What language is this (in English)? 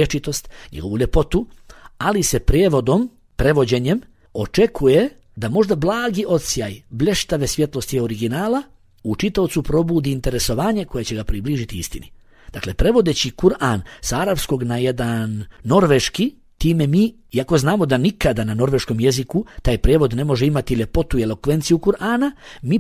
Bosnian